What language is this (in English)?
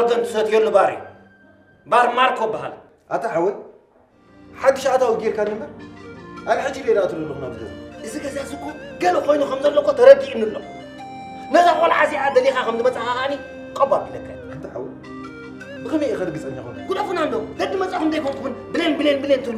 Tigrinya